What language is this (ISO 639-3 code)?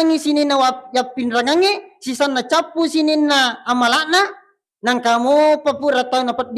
bug